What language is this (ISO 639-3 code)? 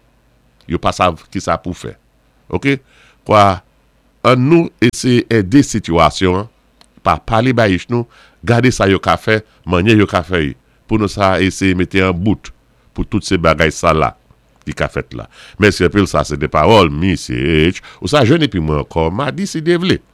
acf